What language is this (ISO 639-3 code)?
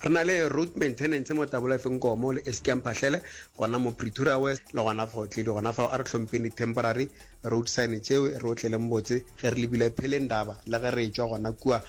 nso